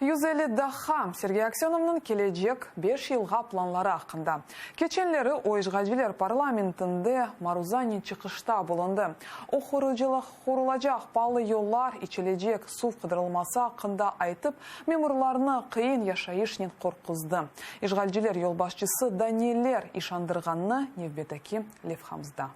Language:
Crimean Tatar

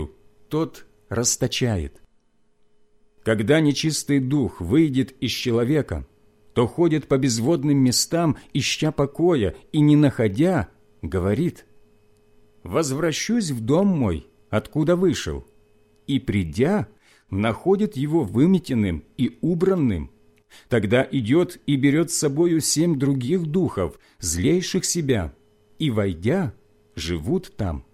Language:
Russian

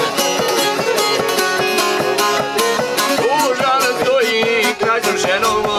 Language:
Croatian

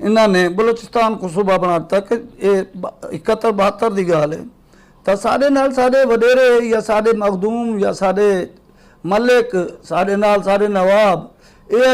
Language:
Saraiki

